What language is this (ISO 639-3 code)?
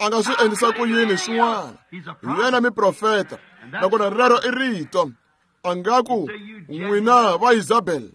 tso